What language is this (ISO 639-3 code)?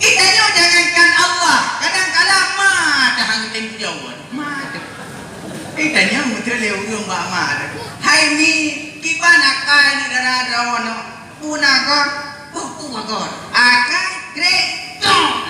ace